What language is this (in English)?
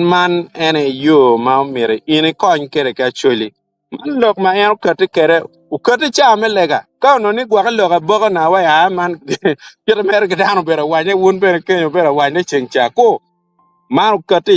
Acoli